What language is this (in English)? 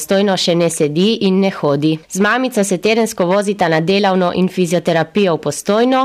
Slovenian